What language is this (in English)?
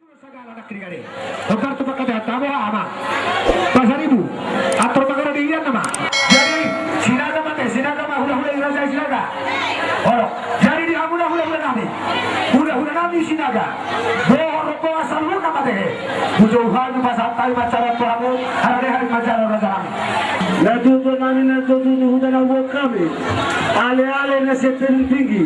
Batak Toba